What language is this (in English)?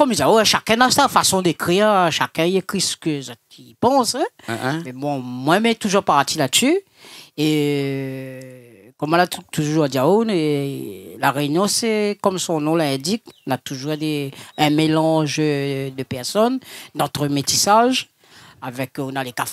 Réunion Creole French